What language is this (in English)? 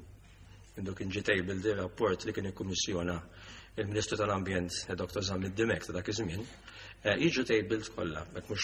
Maltese